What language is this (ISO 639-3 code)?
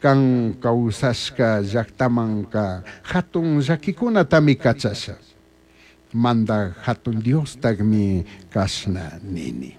qug